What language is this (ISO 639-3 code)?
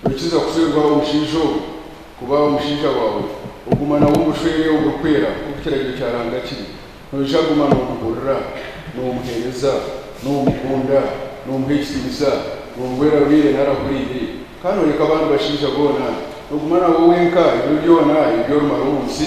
nyn